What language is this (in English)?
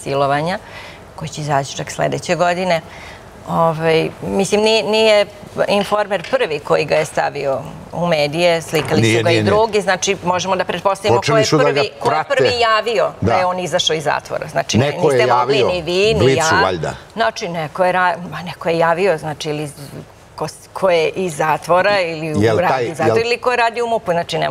Serbian